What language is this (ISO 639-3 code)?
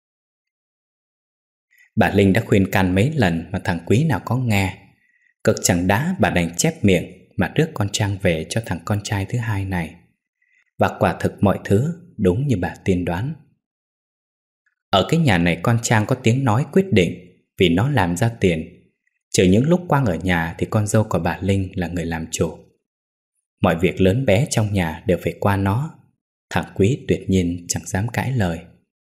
vie